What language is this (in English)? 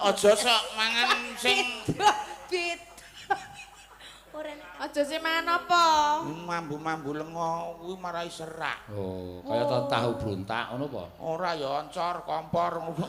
Javanese